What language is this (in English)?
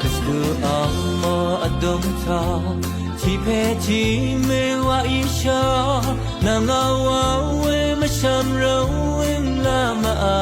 Rawang